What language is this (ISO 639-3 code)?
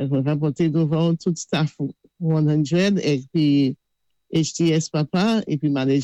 acf